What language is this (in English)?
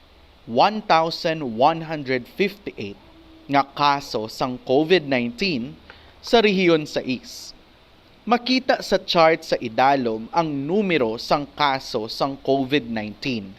Hiligaynon